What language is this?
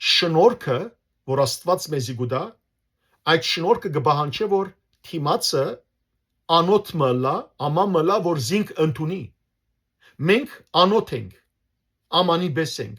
Western Armenian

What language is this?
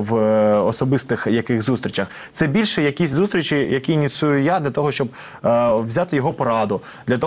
Ukrainian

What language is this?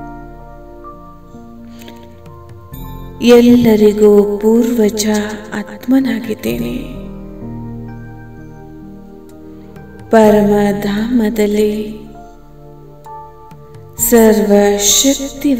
Kannada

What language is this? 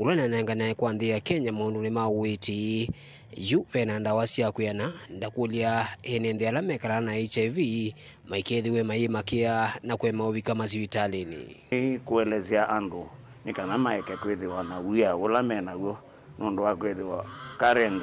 Kamba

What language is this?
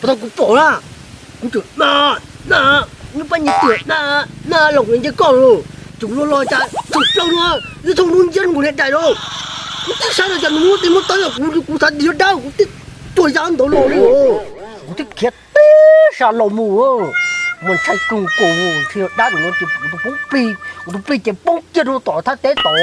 Hmong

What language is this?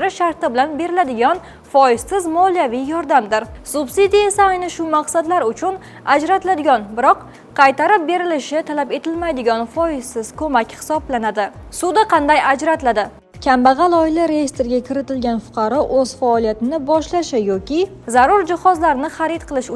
Uzbek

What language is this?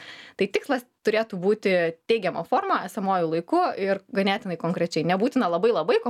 Lithuanian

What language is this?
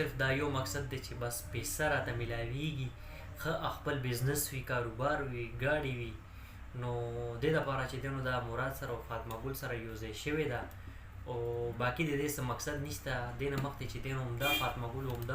Pashto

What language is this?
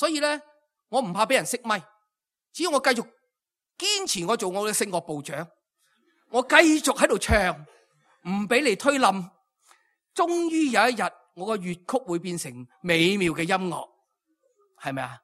Cantonese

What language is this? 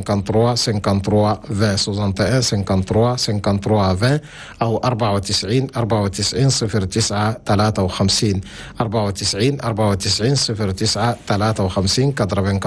Chadian Arabic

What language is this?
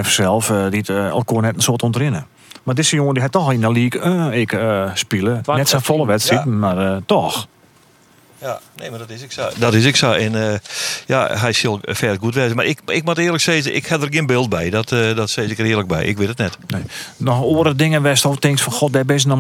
Western Frisian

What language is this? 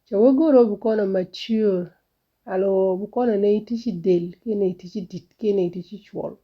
Nuer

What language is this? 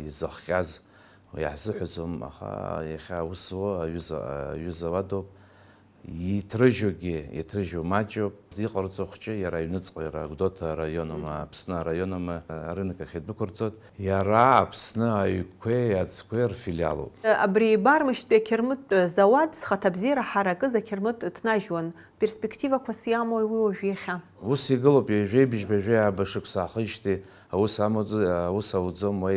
Abkhazian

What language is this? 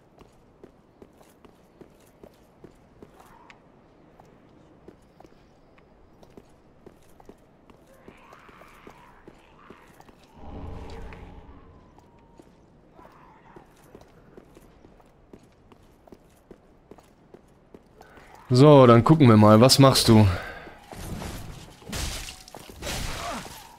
German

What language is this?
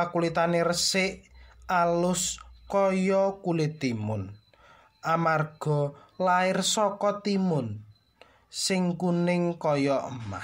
Javanese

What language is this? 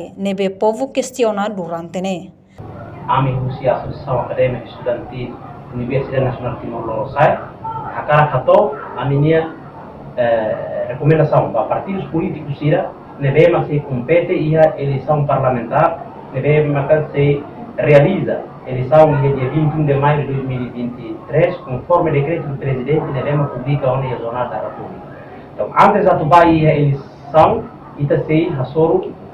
Tetum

